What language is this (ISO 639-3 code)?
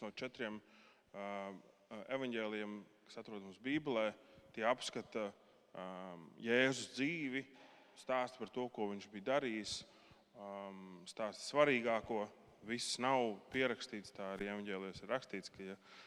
lav